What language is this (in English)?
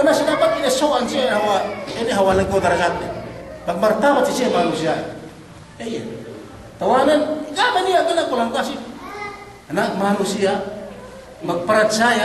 Yakan